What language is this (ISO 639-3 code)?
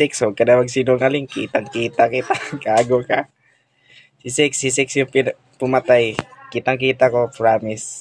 fil